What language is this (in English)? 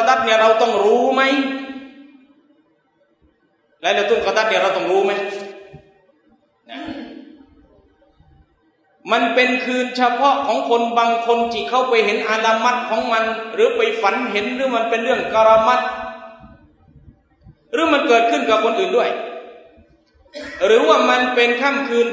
Thai